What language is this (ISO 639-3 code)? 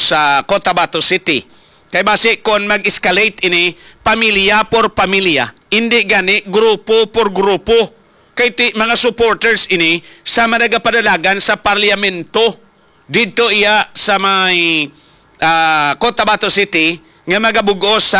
hil